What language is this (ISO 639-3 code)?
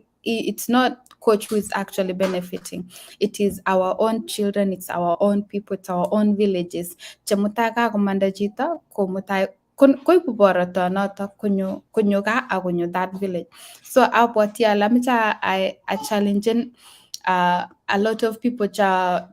kln